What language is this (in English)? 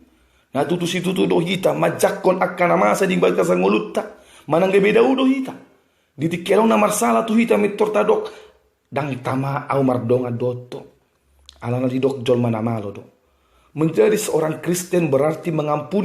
Batak Toba